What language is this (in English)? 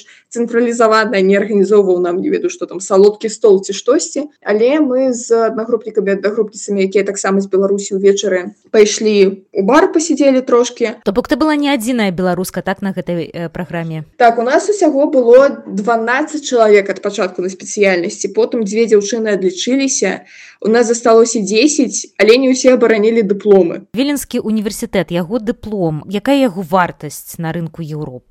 Belarusian